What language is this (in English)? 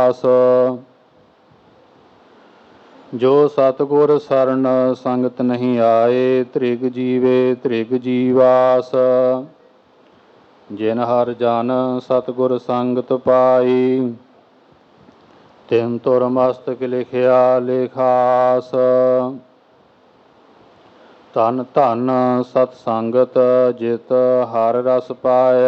Punjabi